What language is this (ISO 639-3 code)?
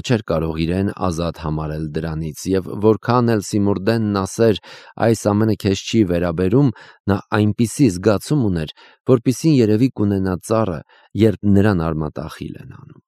hye